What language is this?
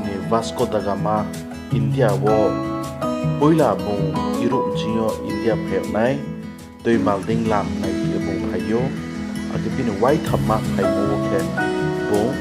Riang (India)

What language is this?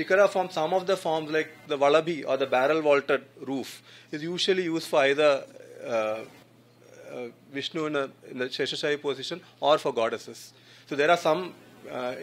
English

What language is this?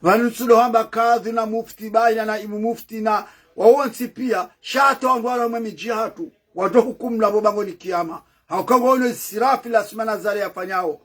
Ngazidja Comorian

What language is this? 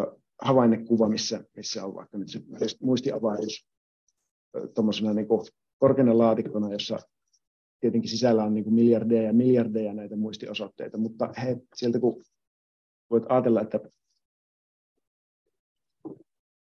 Finnish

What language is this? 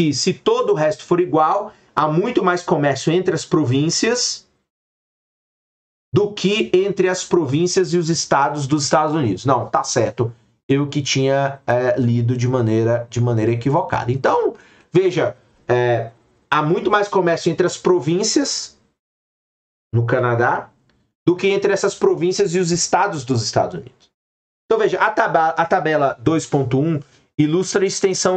Portuguese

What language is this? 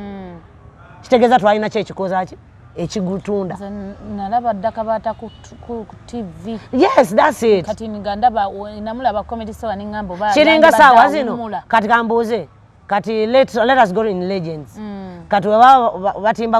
Ganda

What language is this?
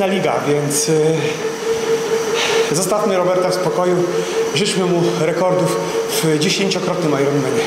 Polish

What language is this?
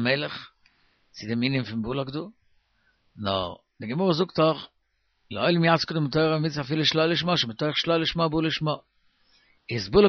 Yiddish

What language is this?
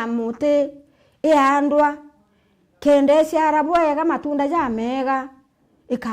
Meru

